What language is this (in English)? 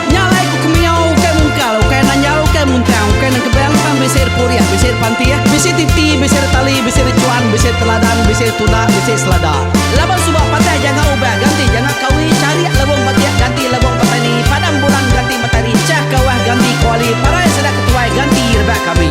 Iban